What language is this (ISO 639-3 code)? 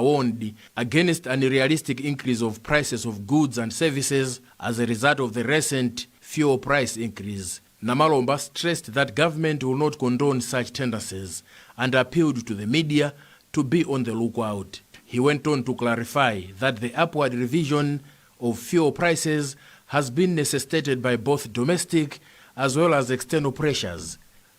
eng